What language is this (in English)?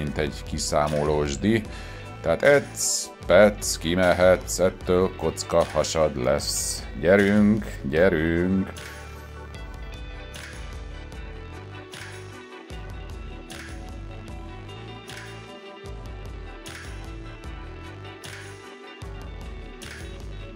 Hungarian